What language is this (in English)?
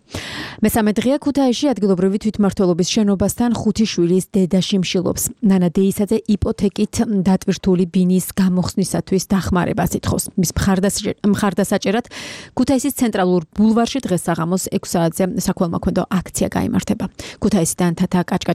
Georgian